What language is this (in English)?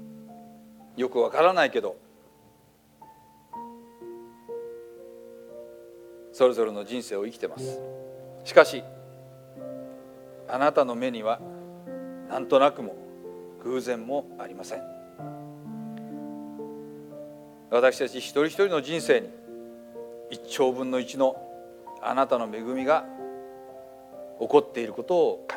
Japanese